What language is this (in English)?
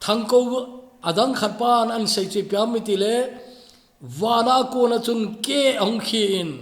Thado Chin